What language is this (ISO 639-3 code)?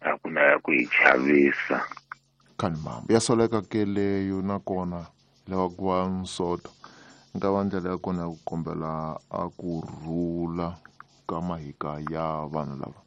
tso